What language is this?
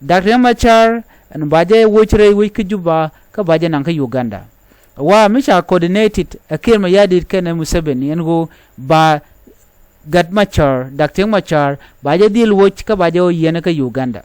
Nuer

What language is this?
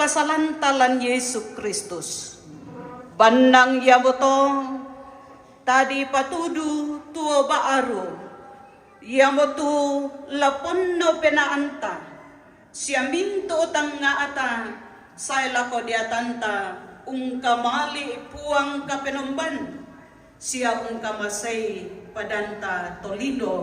Toraja-Sa'dan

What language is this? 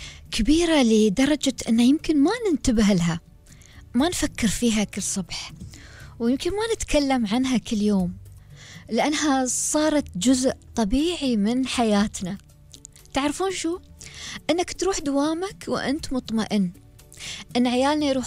Gulf Arabic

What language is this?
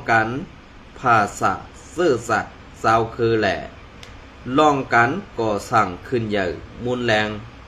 Shan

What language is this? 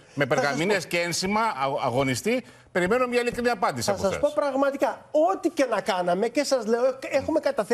Greek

